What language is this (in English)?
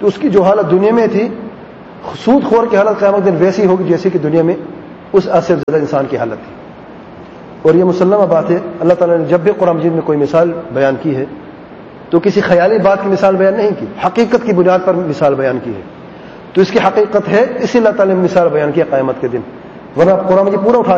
Urdu